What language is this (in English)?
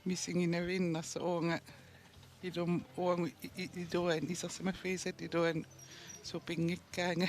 Kalaallisut